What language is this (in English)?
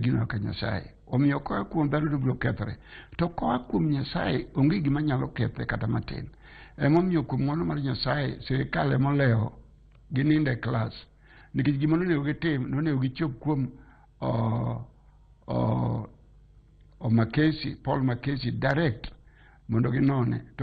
Luo (Kenya and Tanzania)